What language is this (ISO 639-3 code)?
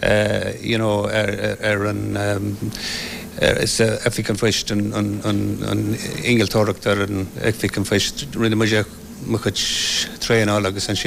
gle